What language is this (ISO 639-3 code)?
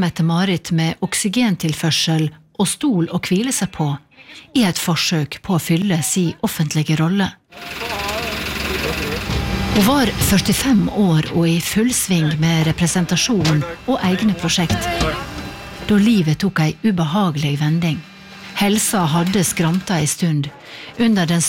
nor